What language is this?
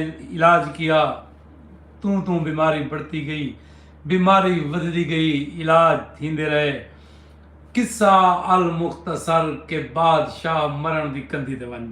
Saraiki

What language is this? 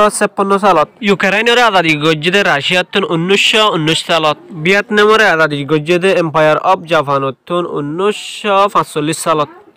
Rohingya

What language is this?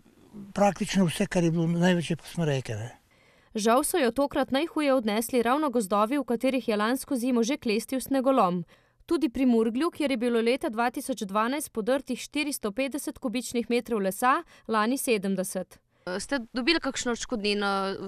Slovenian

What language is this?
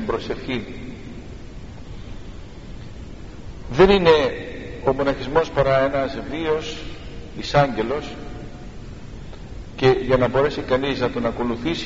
Greek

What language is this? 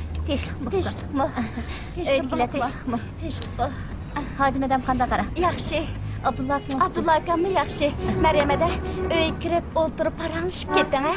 Uyghur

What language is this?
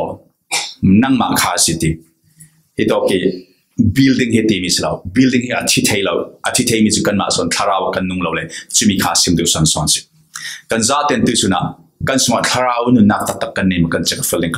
Falam Chin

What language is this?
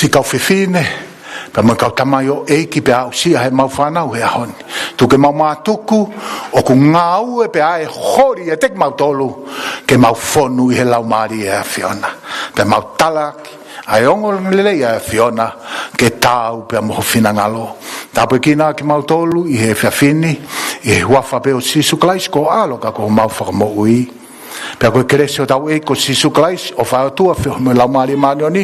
Tongan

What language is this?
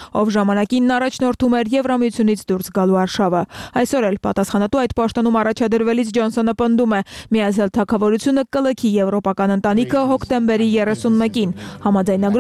Armenian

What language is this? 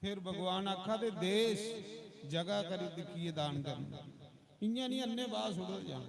Dogri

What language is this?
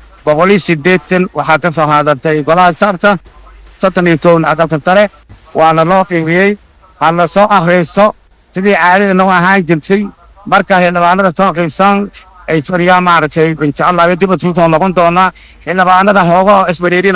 Somali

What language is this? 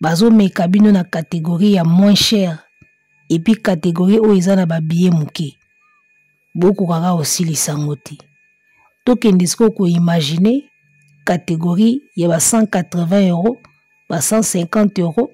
Lingala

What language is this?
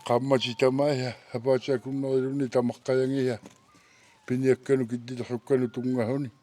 Kalaallisut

